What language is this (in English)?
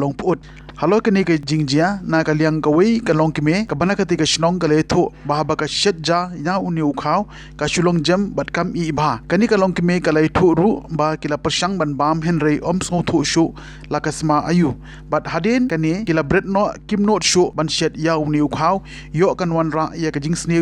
Khasi